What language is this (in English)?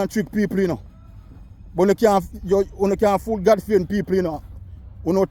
Jamaican Creole English